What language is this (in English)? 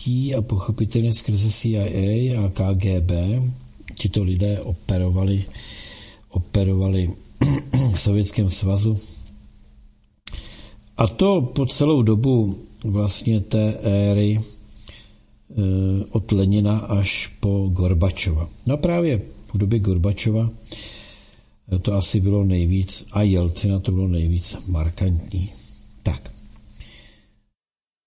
Czech